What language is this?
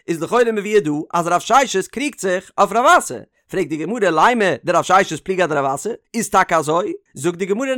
Yiddish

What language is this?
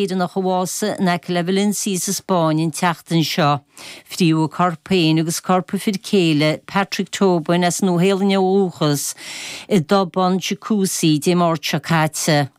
Irish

